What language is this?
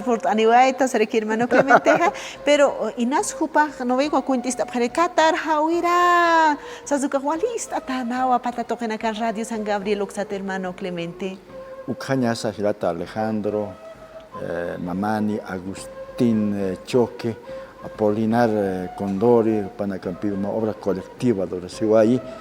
Aymara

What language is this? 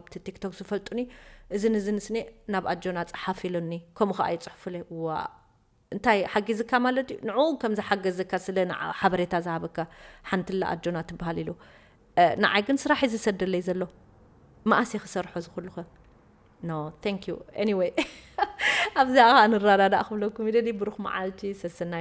Tigrinya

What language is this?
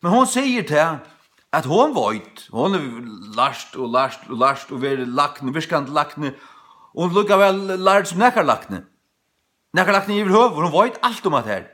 Faroese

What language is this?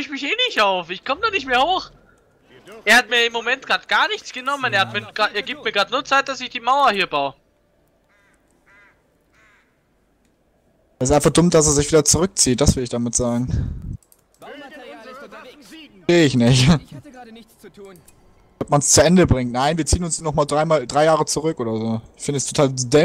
German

